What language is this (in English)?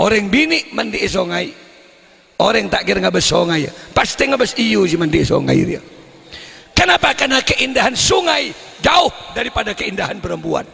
Madurese